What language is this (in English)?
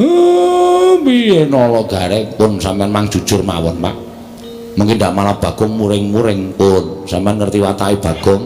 Javanese